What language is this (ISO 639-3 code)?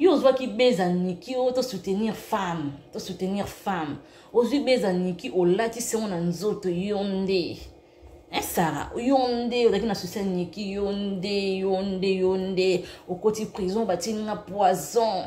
lin